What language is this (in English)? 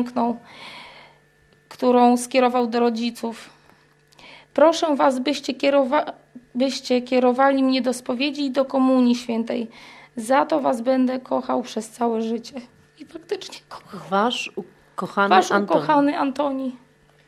Polish